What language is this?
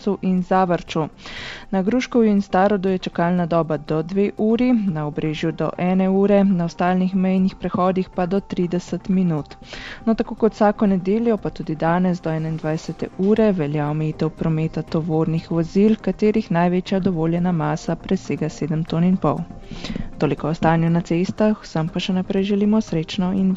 Slovenian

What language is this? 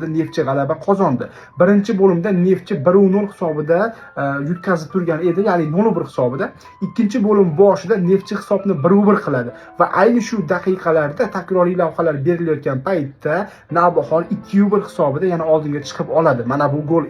Uzbek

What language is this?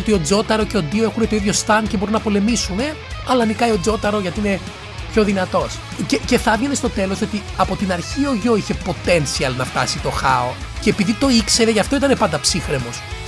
Greek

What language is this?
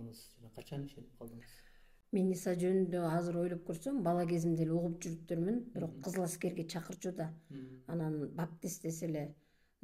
Kyrgyz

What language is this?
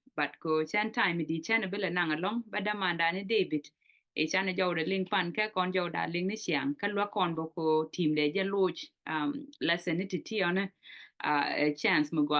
Nuer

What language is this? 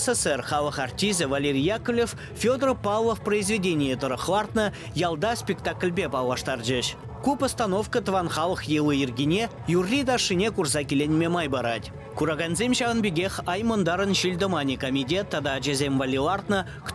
Chuvash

